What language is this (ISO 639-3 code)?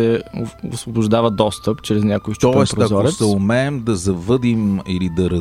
bul